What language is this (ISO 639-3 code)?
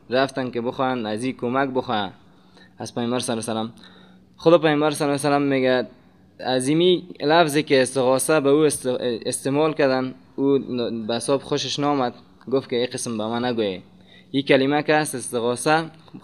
fas